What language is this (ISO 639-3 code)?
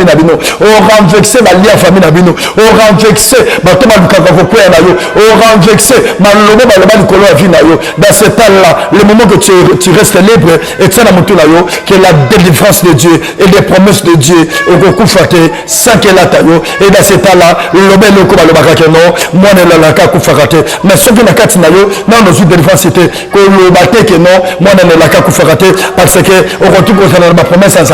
lin